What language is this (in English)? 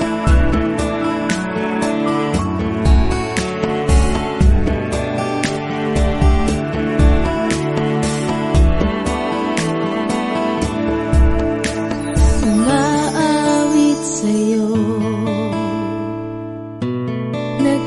Filipino